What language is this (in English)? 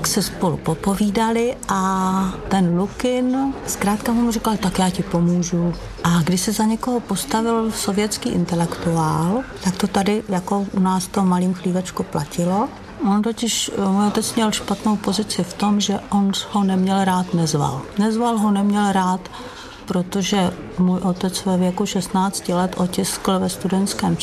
Czech